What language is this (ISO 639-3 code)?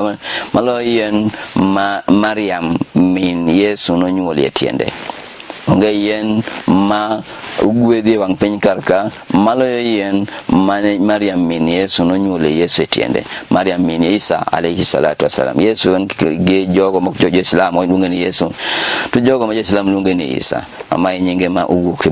luo